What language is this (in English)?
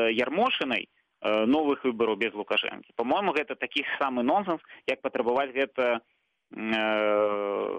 Belarusian